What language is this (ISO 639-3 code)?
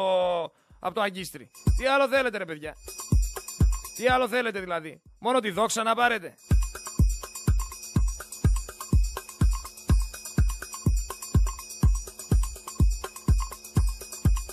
ell